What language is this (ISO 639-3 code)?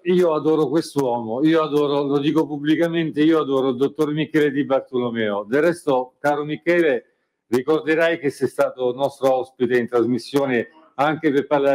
ita